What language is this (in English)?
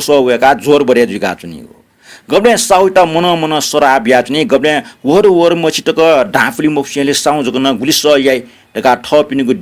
Newari